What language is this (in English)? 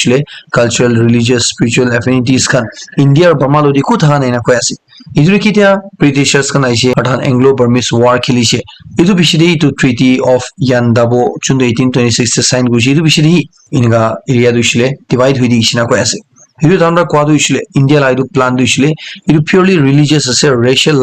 Naga Pidgin